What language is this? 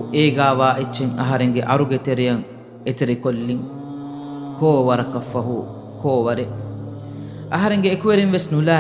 Divehi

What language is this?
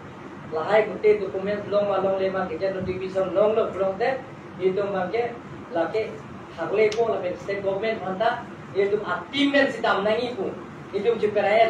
Karbi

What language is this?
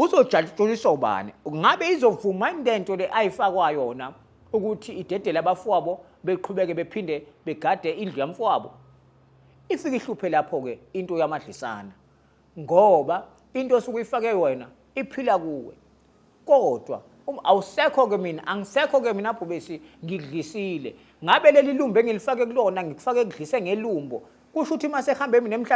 Zulu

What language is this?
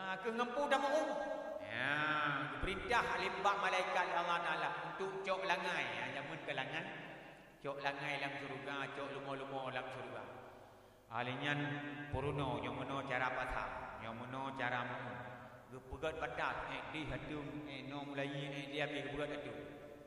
Achinese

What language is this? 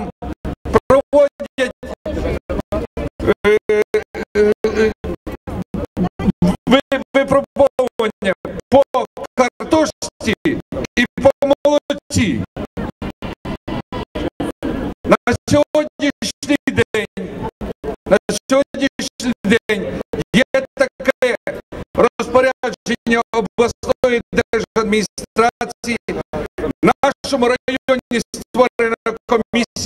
Ukrainian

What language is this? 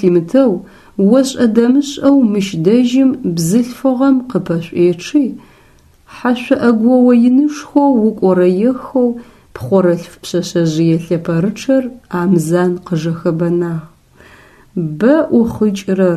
Adyghe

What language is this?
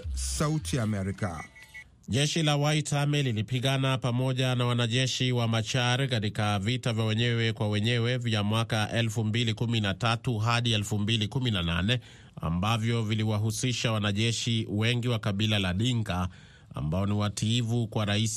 Swahili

